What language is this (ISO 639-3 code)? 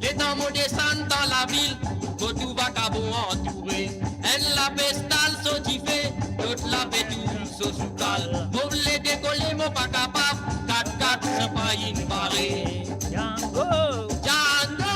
mfe